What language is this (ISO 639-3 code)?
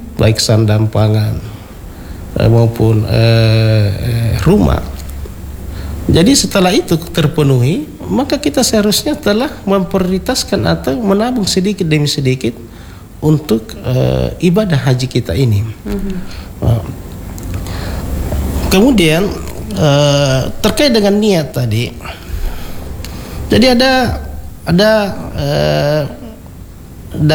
ind